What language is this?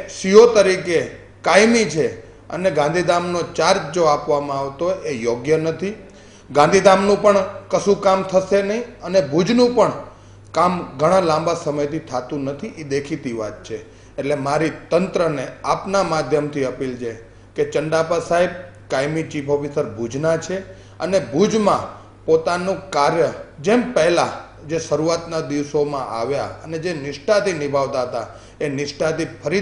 Gujarati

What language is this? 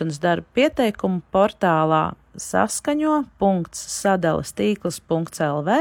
Latvian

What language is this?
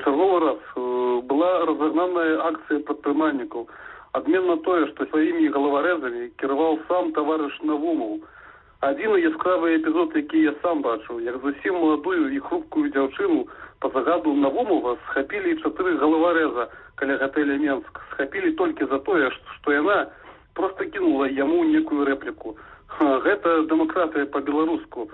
Belarusian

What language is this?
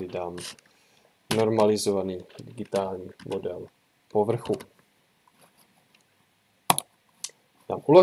Czech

